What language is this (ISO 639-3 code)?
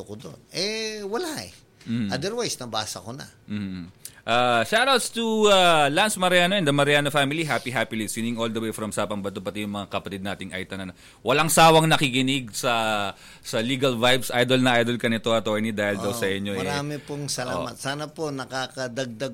fil